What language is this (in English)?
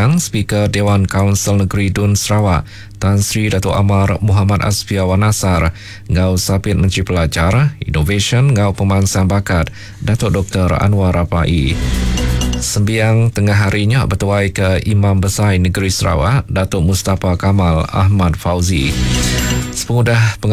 Iban